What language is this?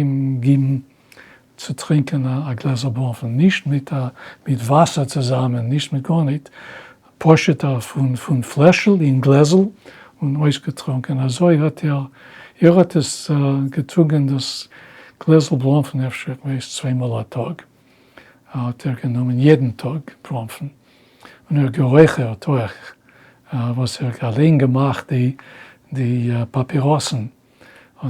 Yiddish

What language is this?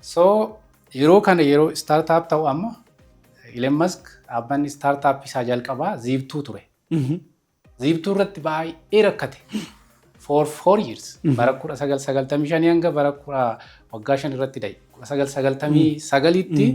Oromo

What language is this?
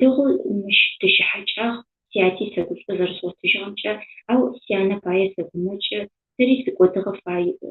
Adyghe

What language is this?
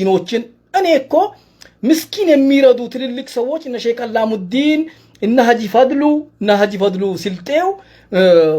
Amharic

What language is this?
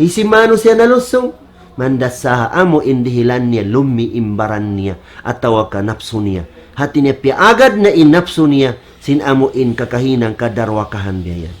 Tausug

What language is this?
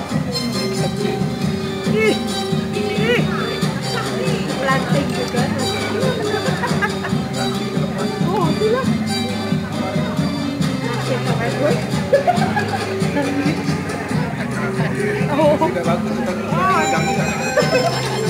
Malay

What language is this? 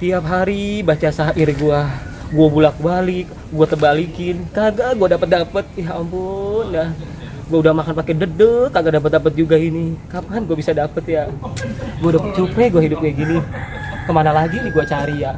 Betawi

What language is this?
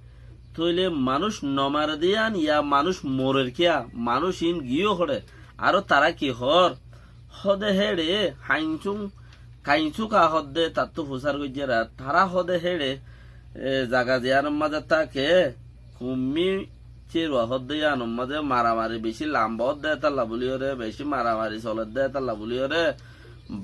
Rohingya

